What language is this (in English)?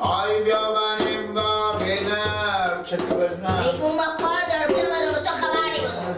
Persian